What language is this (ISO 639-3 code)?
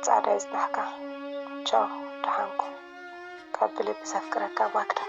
tir